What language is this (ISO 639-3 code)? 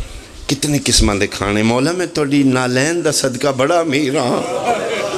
phr